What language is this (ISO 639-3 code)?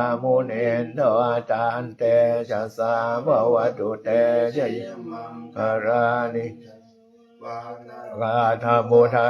pli